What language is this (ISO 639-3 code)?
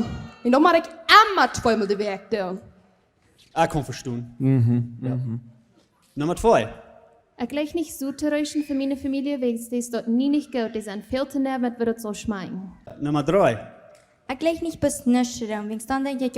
pdt